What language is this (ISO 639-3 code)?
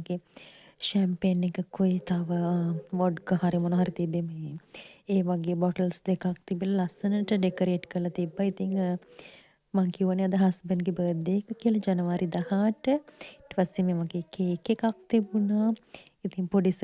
sin